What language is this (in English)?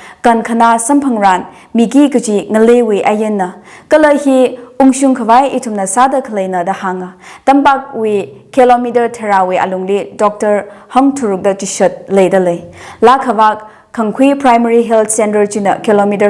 Tangkhul Naga (India)